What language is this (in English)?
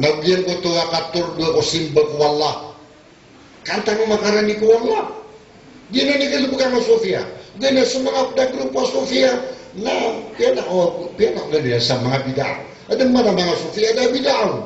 Maranao